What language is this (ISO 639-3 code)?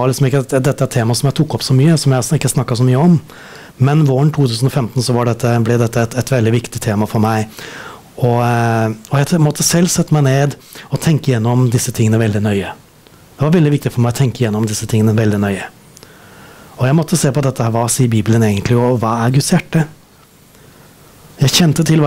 nor